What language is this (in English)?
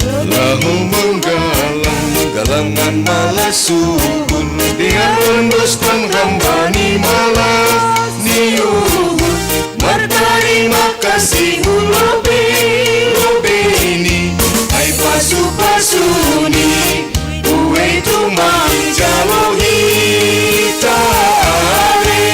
Batak Simalungun